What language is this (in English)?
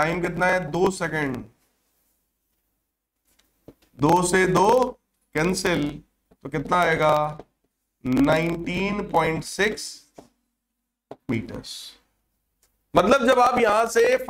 Hindi